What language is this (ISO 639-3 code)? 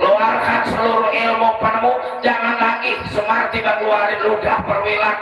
bew